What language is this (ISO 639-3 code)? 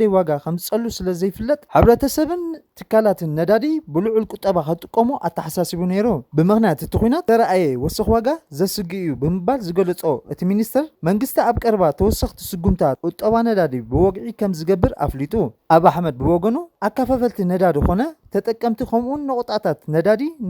tir